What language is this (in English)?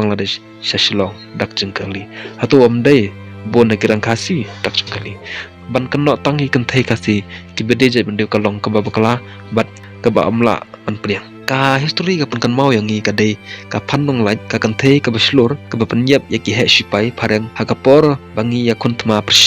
Khasi